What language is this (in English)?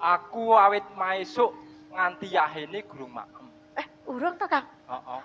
Javanese